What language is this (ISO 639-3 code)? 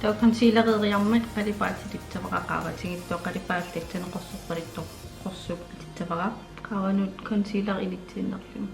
kal